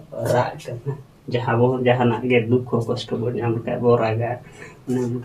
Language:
Santali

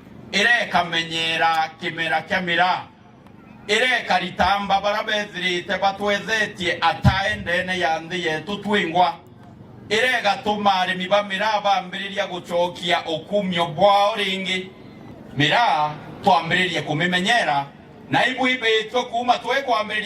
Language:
Meru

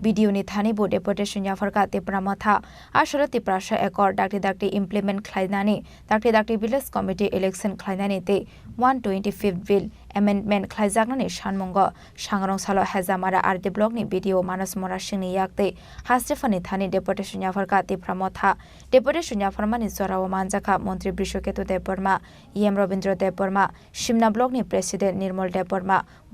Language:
Kok Borok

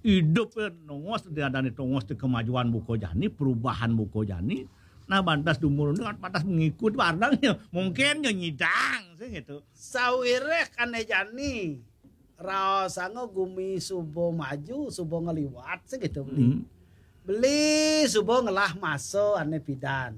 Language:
Balinese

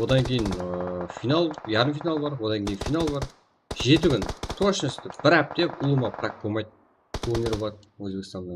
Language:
Kara-Kalpak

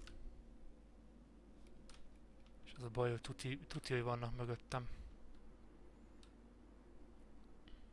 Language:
Hungarian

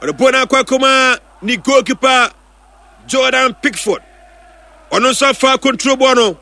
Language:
Akan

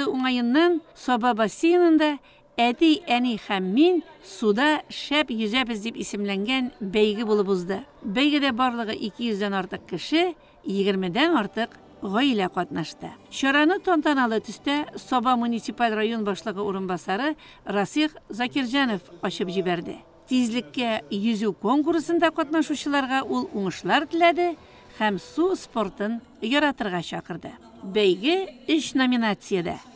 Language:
Tatar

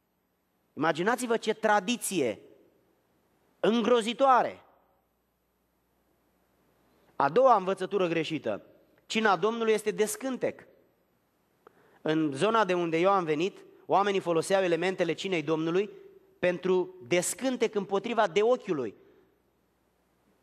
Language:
Romanian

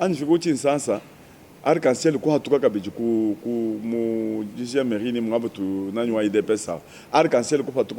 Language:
Luba-Lulua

